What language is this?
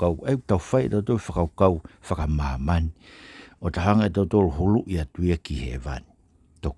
Tongan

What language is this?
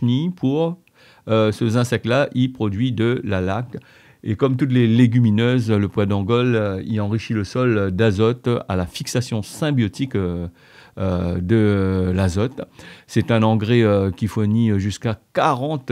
Réunion Creole French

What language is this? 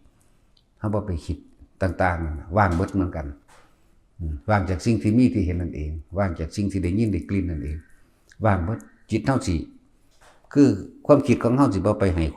Northeastern Thai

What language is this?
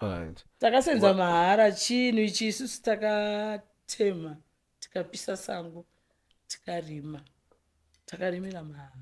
Shona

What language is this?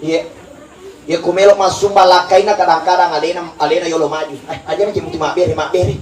Buginese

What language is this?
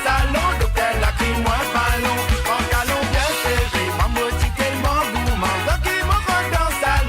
Morisyen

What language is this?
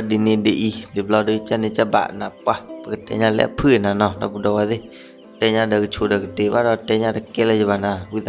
S'gaw Karen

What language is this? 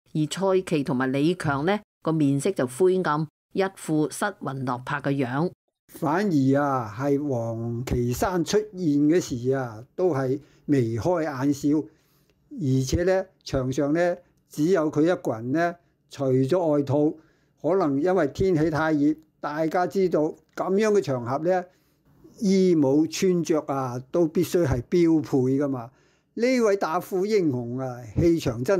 Cantonese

